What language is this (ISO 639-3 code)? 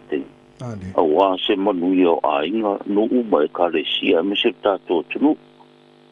smo